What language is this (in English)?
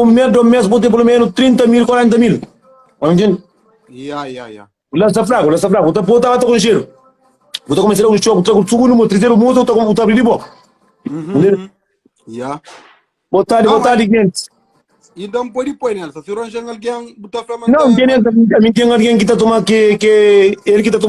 Kabuverdianu